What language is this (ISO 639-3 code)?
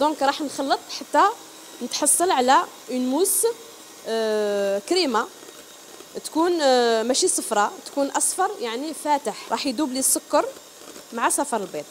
arq